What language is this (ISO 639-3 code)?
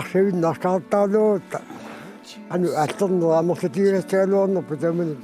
kal